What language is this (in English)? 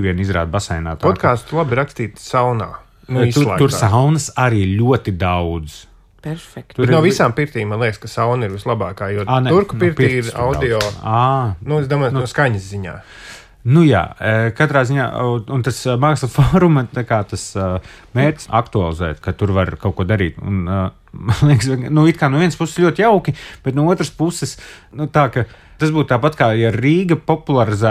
Latvian